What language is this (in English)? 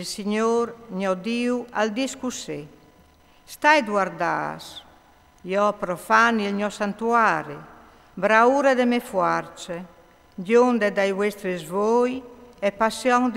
Friulian